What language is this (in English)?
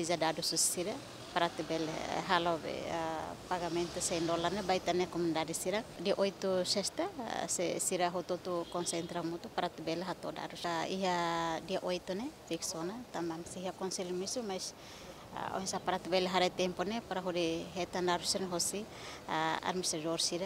Tetum